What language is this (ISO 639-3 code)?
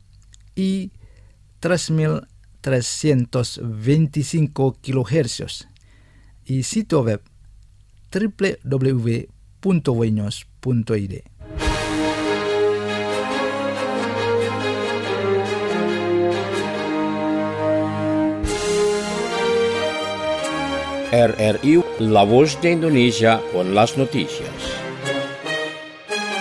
spa